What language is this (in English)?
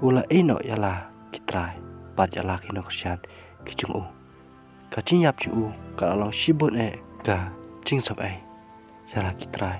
Khasi